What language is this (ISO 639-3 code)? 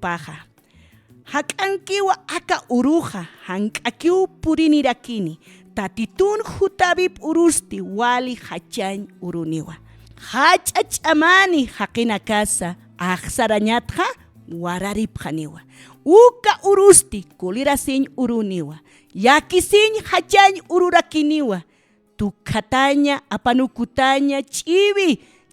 aym